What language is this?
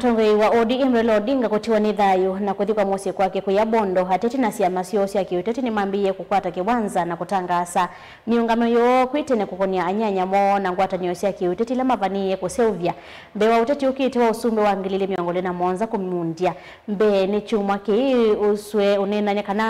Kamba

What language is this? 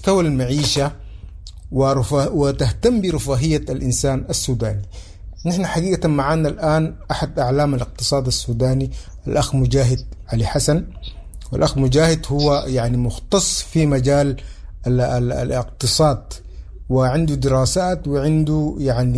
Sudanese Arabic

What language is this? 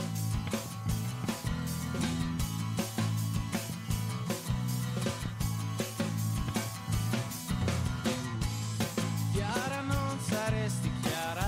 Italian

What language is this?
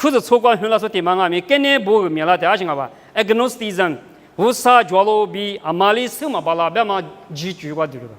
Lisu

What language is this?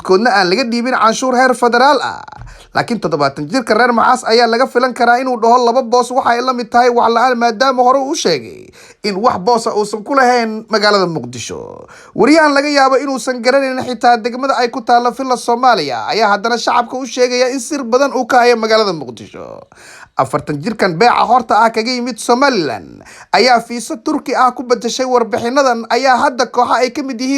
Somali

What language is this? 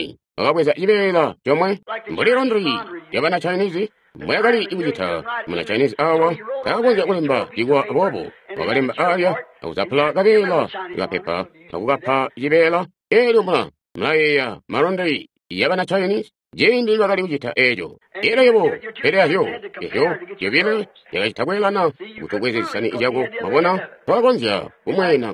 Tonga (Zambia)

